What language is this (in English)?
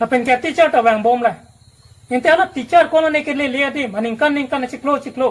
Karbi